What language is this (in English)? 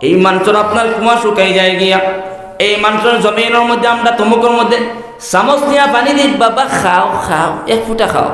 Sylheti